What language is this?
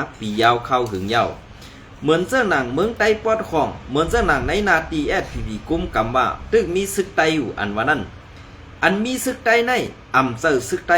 Shan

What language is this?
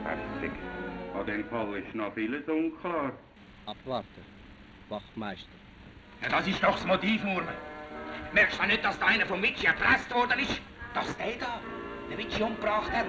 Swiss German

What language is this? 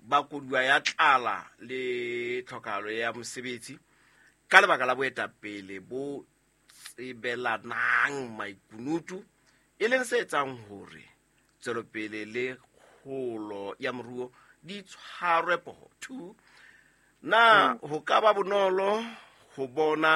Southern Sotho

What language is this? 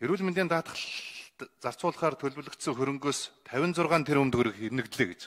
Mongolian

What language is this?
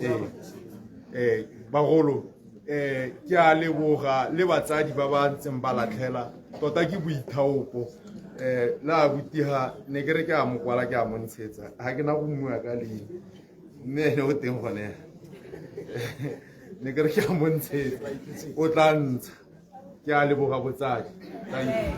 Tswana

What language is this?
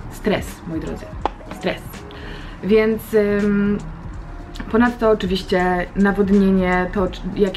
Polish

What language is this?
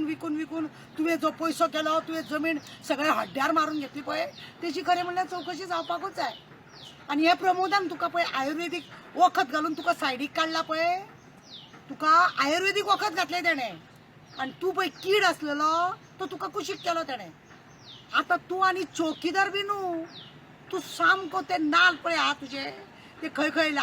Konkani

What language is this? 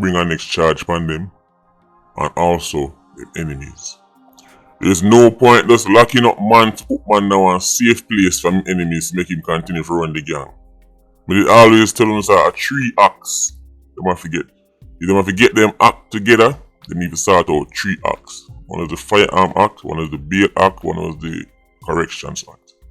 Jamaican Creole English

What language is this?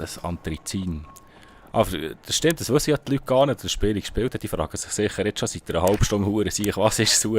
Swiss German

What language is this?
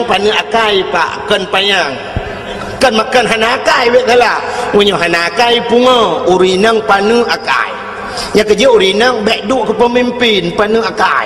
Achinese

